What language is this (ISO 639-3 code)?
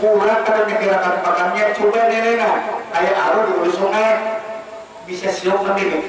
bjn